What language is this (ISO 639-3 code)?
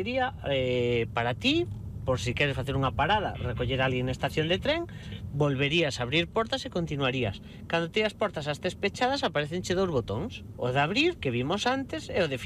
glg